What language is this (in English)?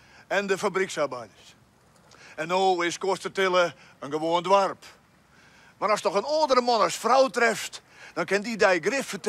Western Frisian